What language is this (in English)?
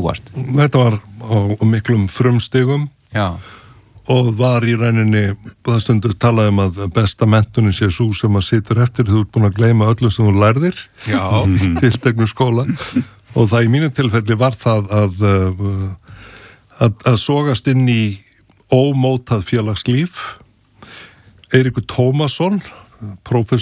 Icelandic